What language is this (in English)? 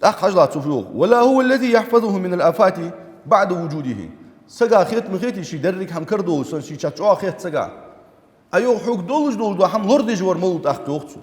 Ingush